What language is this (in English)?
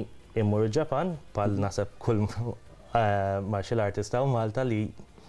Maltese